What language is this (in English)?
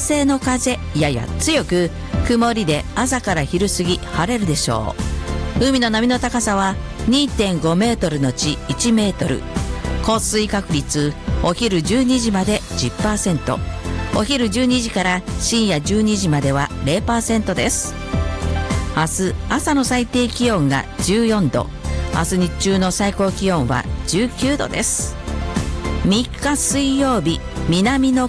Japanese